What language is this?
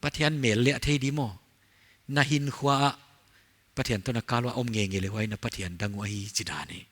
Paite Chin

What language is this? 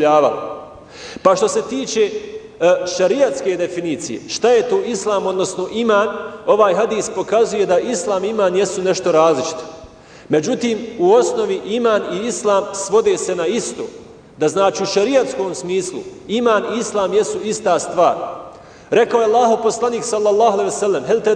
Bosnian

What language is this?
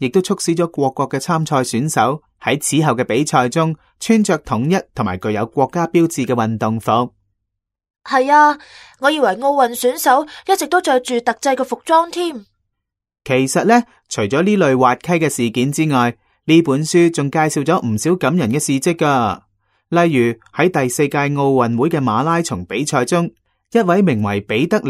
Cantonese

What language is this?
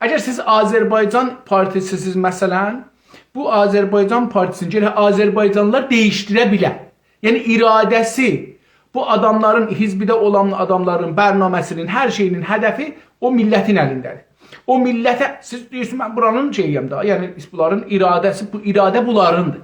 South Azerbaijani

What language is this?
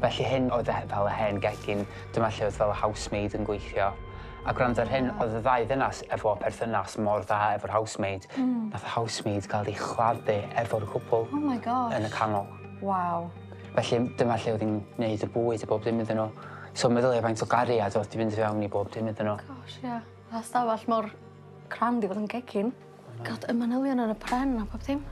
Welsh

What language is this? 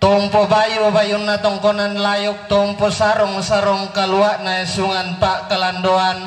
Toraja-Sa'dan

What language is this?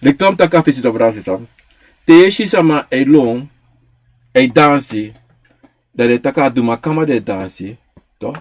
Sranan Tongo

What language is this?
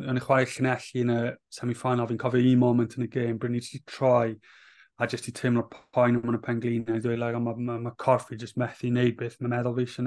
Welsh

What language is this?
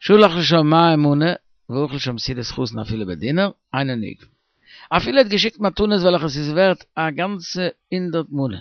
Yiddish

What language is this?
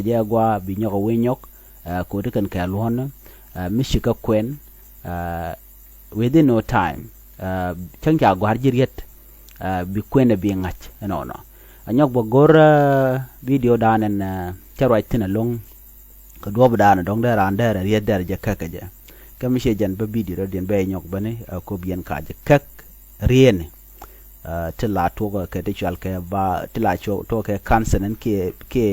Nuer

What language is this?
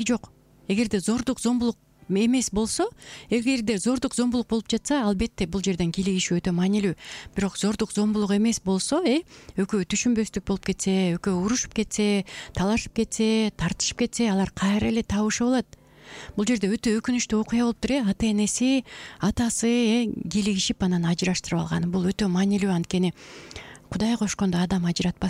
Kyrgyz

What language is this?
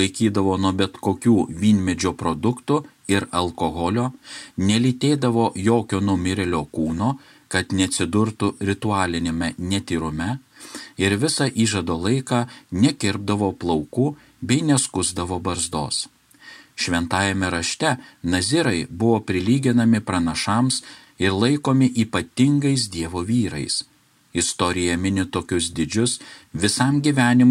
Lithuanian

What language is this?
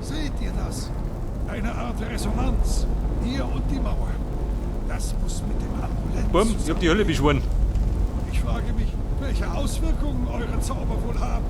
Bavarian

